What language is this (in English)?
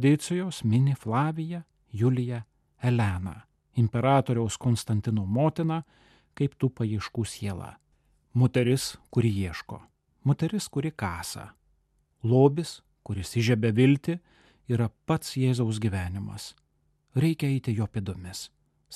Lithuanian